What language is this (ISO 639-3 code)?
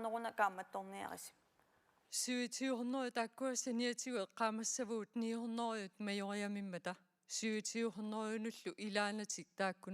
kal